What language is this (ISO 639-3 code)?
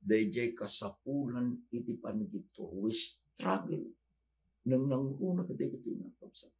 ilo